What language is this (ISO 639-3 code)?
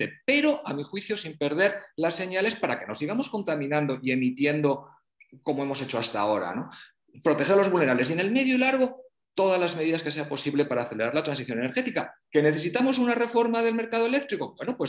spa